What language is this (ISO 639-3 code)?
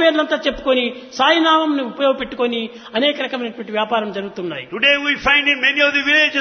tel